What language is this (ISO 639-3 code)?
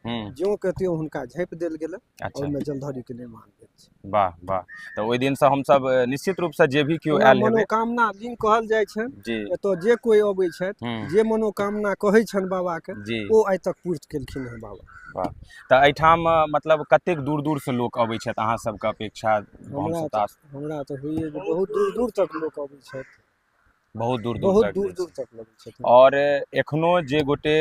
mai